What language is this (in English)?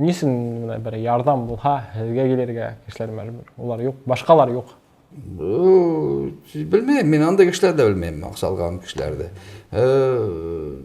Bashkir